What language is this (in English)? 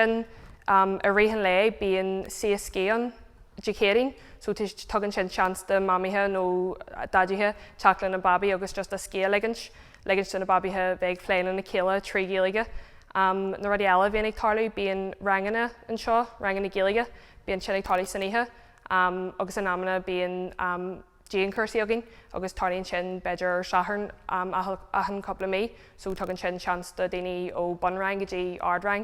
Irish